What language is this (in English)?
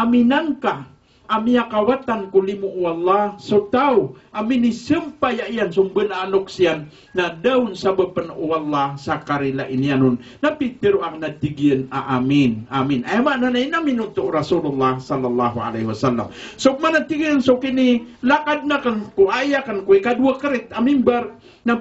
Maranao